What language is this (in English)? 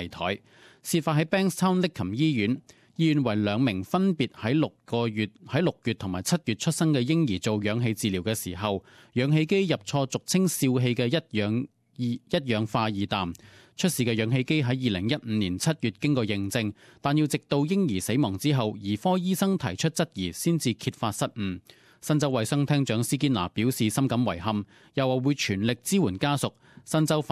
Cantonese